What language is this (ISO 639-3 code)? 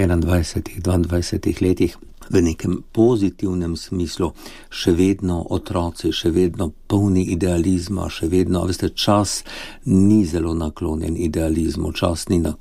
slv